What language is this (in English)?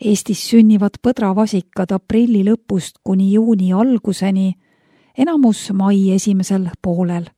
Estonian